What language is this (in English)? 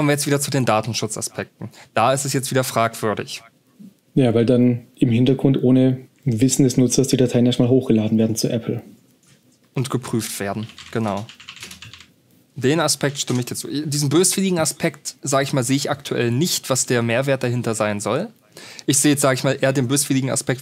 German